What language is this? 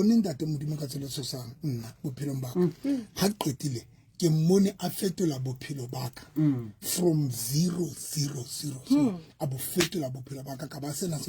Southern Sotho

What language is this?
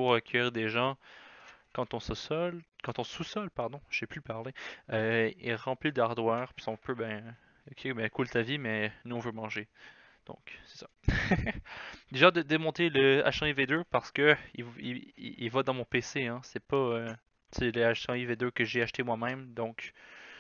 French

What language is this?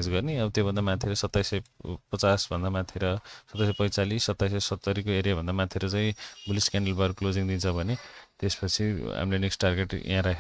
Nepali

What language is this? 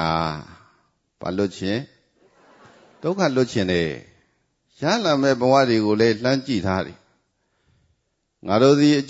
Burmese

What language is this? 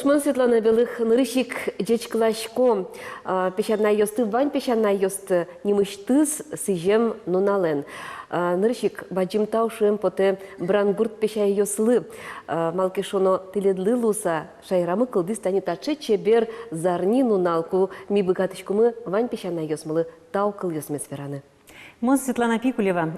Udmurt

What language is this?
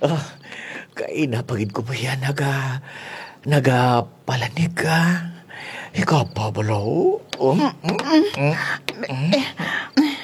Kinaray-a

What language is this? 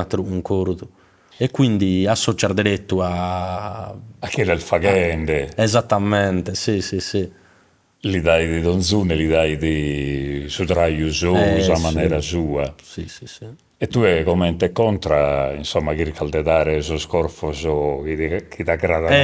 Sardinian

